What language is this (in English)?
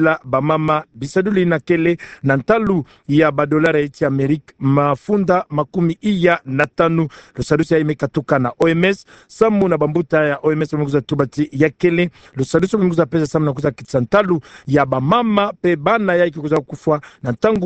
Kituba (Democratic Republic of Congo)